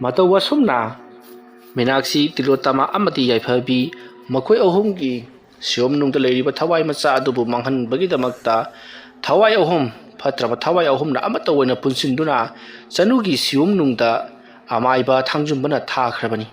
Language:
Manipuri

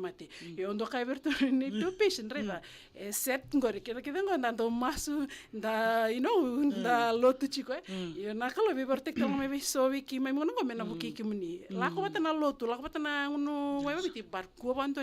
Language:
Fijian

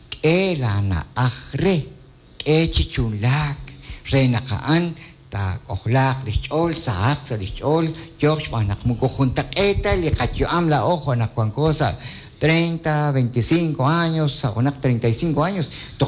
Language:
Kekchí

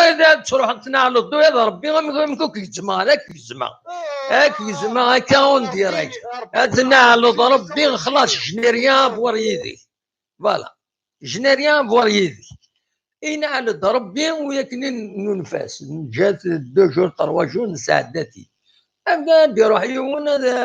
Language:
Kabyle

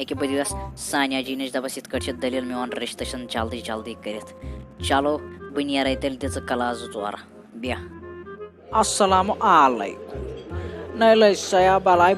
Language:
Kashmiri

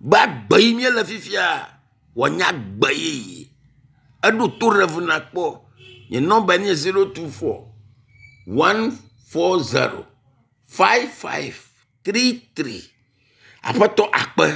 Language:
Ewe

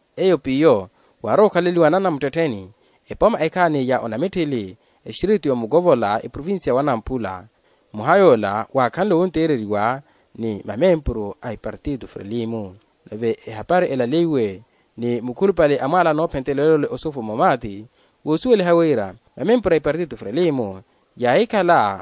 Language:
Makhuwa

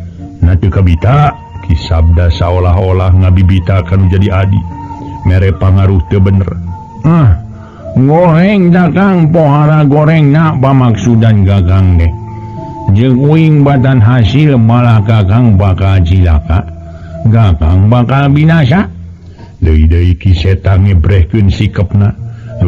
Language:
Sundanese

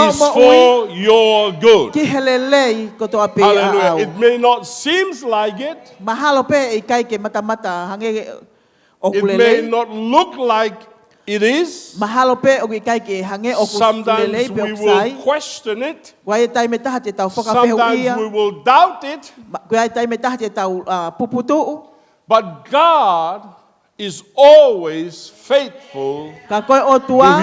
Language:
Tongan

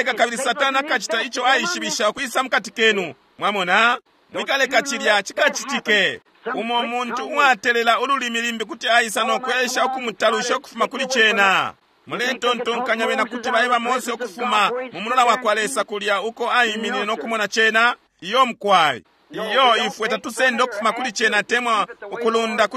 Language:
Bemba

